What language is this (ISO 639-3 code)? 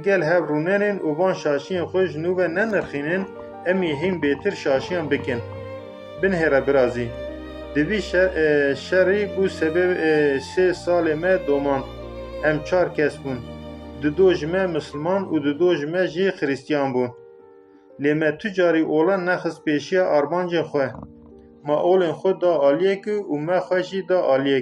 kur